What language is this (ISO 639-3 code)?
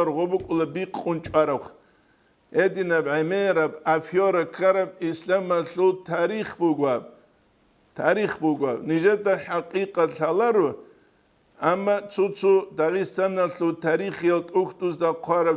ava